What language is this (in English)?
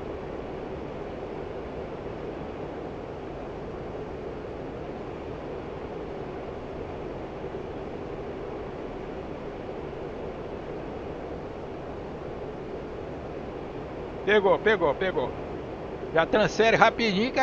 Portuguese